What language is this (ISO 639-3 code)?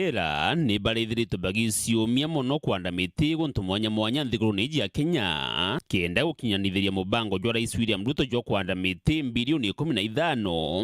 mer